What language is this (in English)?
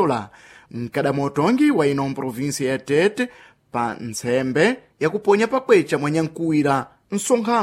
Sena